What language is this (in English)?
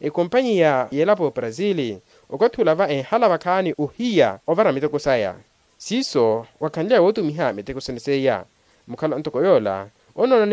Makhuwa